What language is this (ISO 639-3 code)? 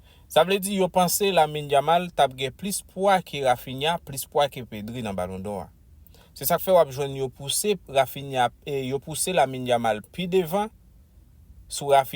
hat